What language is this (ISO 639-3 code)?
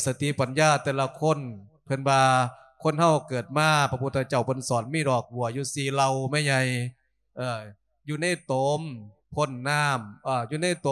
lao